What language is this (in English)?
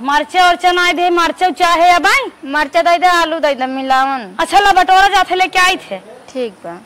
Awadhi